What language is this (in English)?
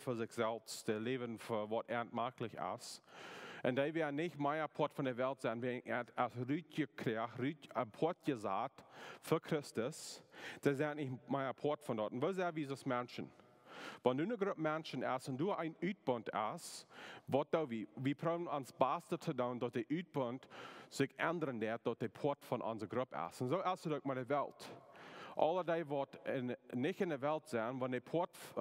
Plautdietsch